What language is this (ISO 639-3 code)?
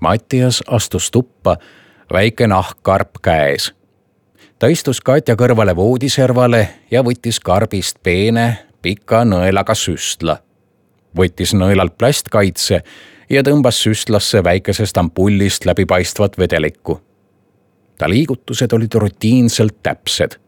est